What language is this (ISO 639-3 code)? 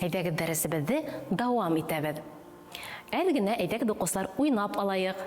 bak